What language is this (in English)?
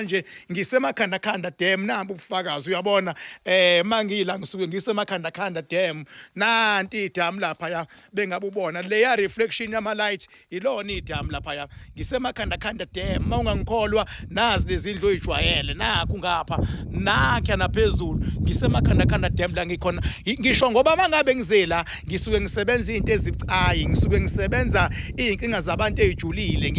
Zulu